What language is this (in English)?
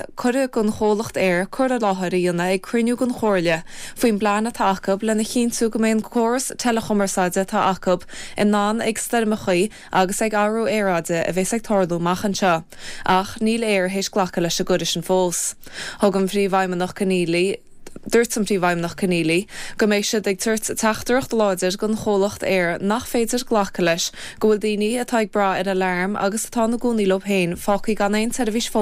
Irish